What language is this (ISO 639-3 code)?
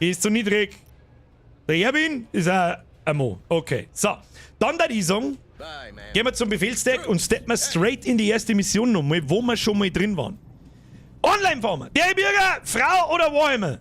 bar